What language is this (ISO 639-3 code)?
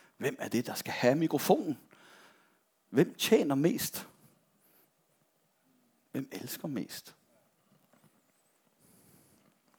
dan